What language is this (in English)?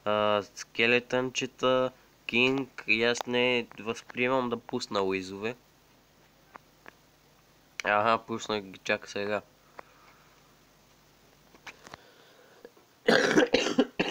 Bulgarian